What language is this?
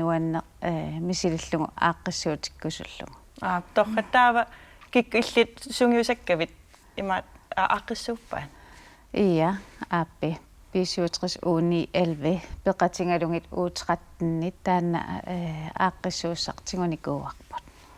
Kalaallisut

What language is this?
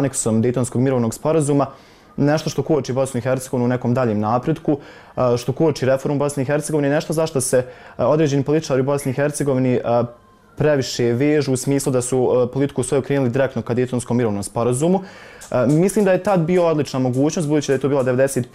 Bosnian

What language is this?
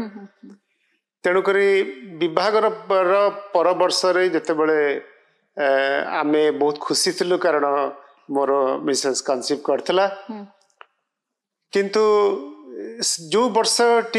Odia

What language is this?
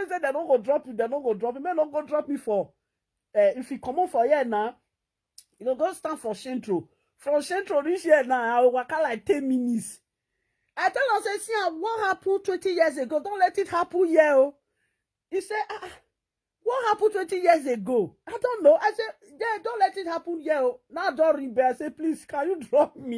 Nigerian Pidgin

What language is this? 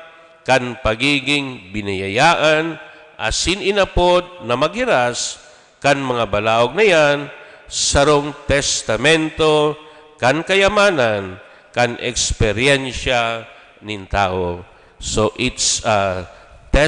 Bikol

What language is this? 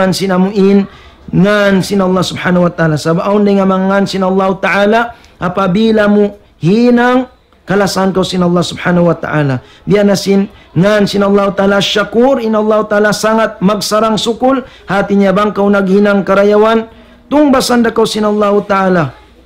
Tausug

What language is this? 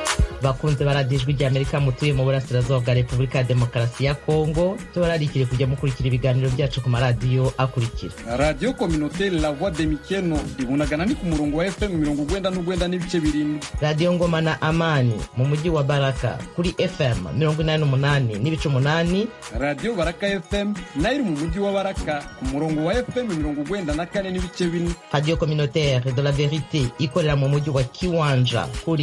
Kinyarwanda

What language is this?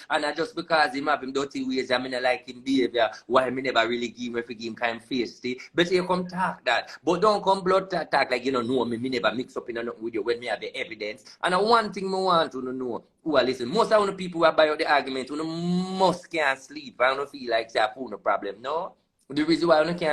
Jamaican Creole English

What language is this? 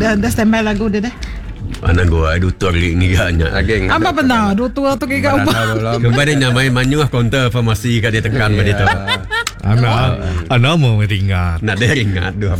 Iban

